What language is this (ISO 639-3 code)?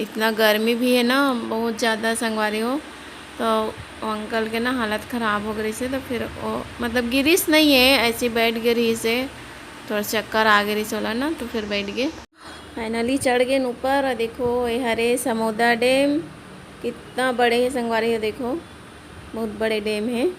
hne